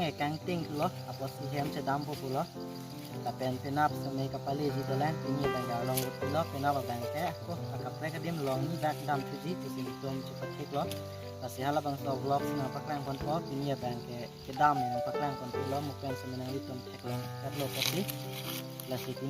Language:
Karbi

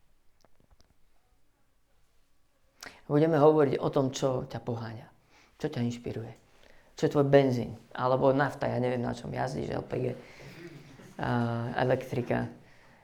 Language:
Slovak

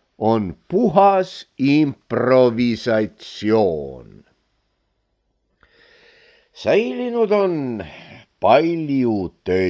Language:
Estonian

